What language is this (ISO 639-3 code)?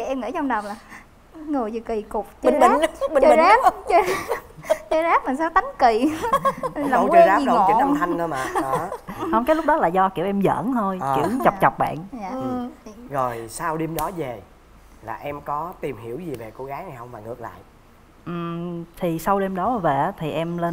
vie